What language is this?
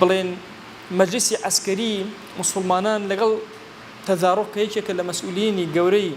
Central Kurdish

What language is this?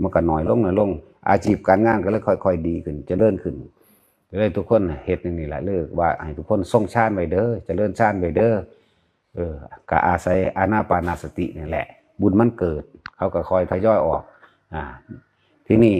Northeastern Thai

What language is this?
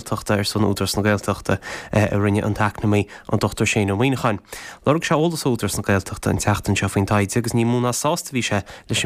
Irish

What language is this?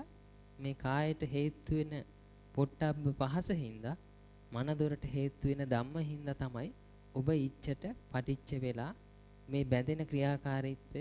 Sinhala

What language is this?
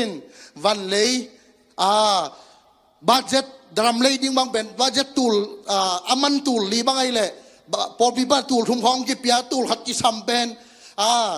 Tedim Chin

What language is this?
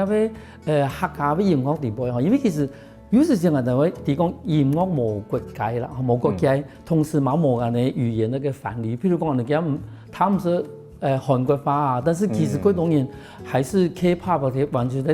Hakka Chinese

